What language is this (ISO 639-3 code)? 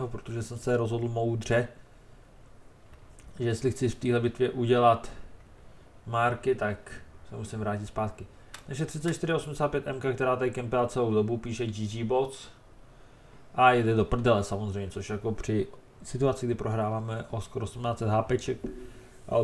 ces